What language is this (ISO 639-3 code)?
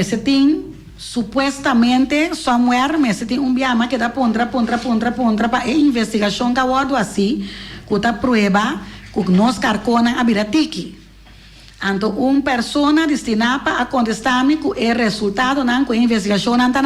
pap